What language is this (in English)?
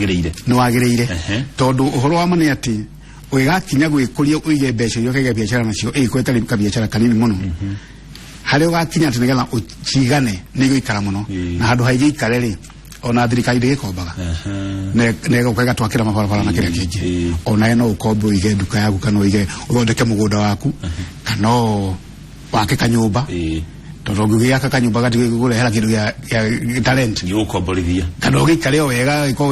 Kikuyu